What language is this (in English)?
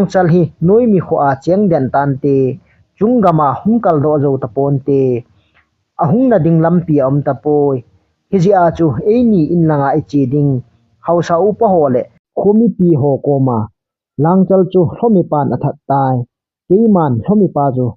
Thado Chin